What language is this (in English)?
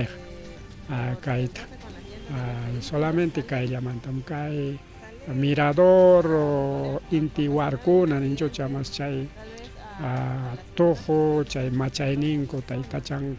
Ayacucho Quechua